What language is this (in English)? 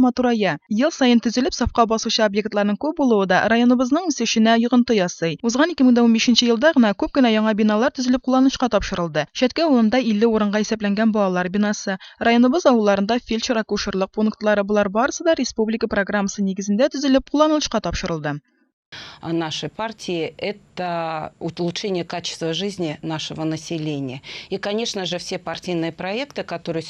Tatar